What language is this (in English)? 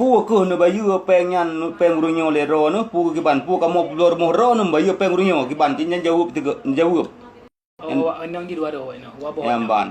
Achinese